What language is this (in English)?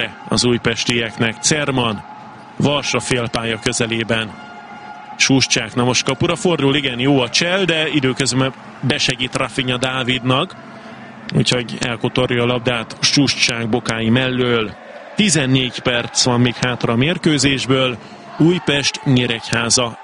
Hungarian